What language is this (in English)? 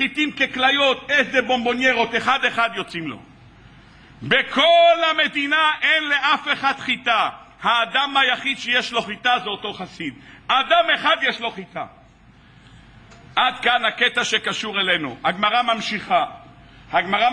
Hebrew